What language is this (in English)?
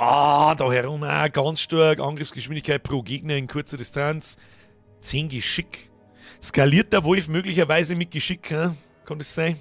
Bavarian